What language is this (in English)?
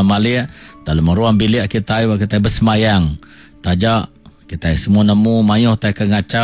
Iban